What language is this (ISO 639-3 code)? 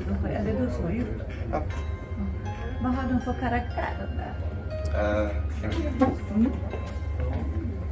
swe